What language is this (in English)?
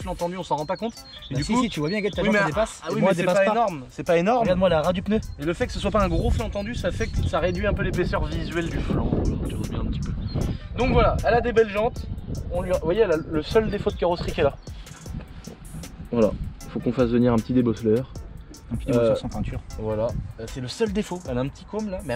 French